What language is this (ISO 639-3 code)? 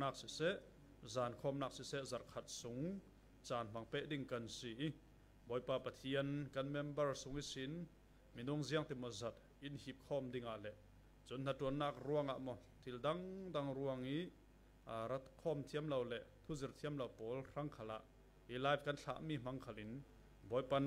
cfm